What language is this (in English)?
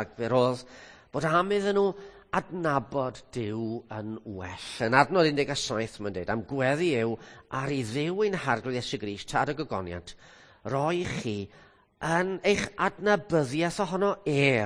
Welsh